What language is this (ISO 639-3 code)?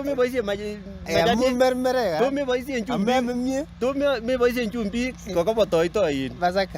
kln